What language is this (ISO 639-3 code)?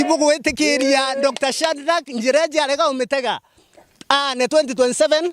mer